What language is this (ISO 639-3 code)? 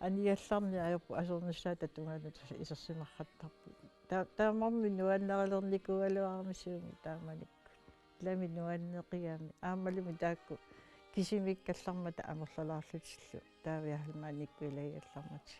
kal